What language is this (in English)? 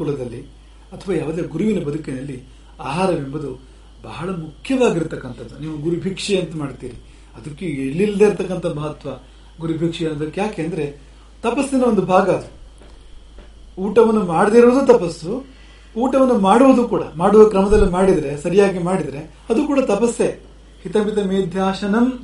Kannada